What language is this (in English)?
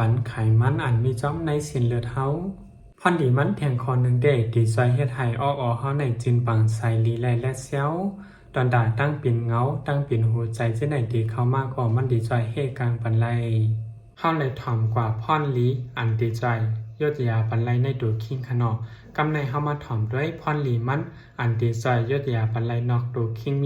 Shan